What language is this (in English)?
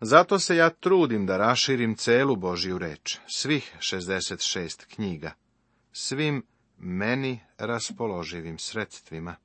Serbian